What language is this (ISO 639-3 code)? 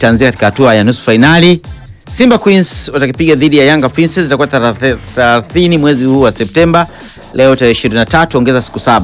swa